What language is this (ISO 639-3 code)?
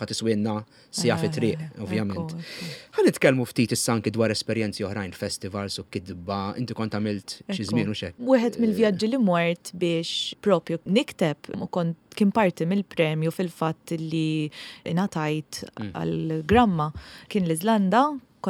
mlt